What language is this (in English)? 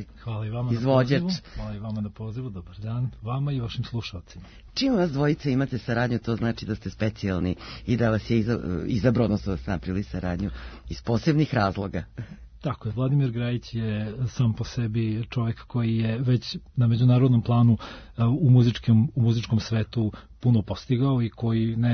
Serbian